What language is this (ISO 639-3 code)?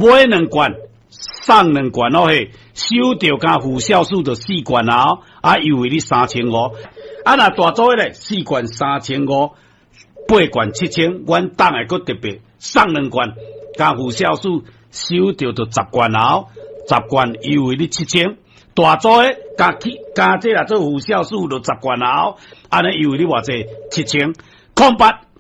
nan